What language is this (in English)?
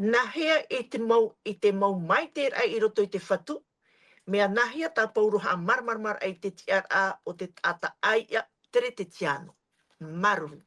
Tahitian